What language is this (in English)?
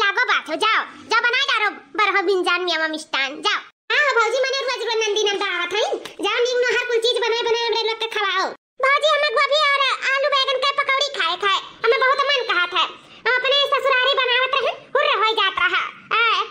Awadhi